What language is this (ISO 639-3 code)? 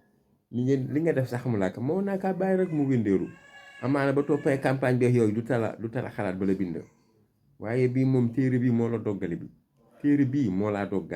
wol